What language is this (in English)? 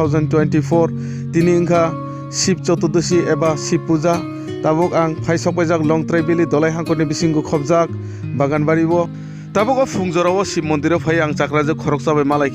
Kok Borok